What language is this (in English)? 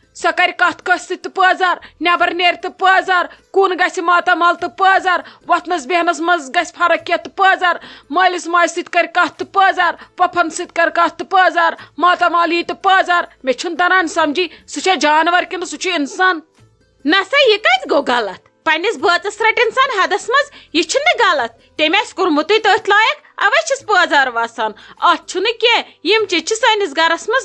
Kashmiri